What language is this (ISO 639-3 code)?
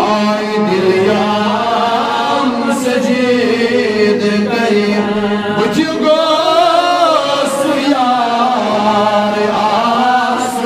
kas